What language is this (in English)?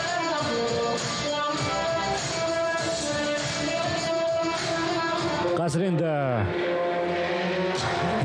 Kazakh